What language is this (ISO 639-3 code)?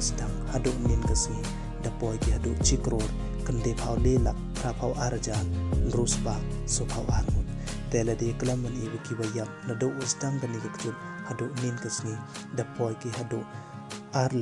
pbv